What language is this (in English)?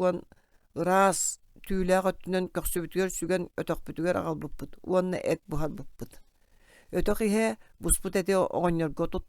Yakut